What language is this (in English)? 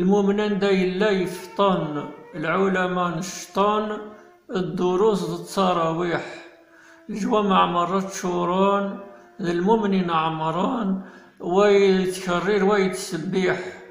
Kabyle